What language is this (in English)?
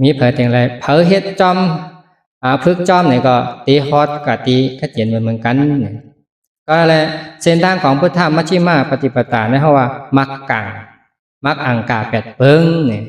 Shan